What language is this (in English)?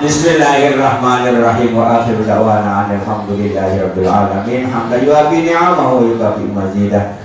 Sasak